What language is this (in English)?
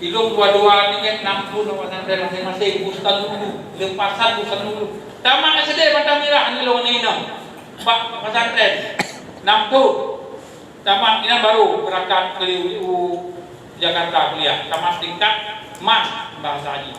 Achinese